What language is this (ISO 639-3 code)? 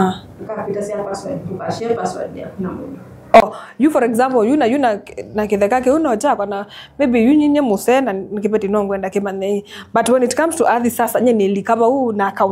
kam